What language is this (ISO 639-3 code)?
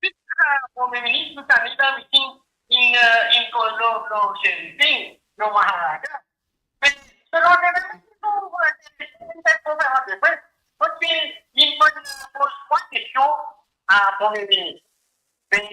mfe